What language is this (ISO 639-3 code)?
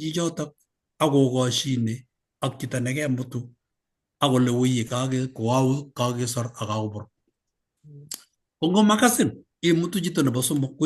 kln